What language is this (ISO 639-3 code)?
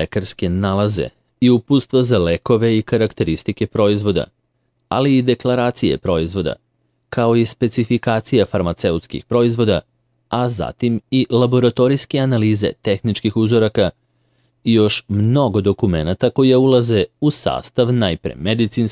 srp